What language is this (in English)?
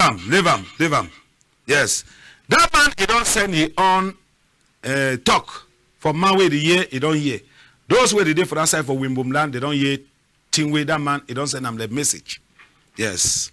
Cameroon Pidgin